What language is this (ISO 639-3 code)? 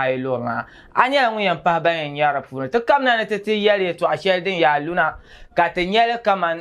dag